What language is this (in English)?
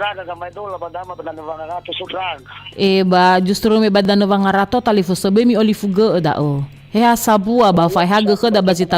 Nias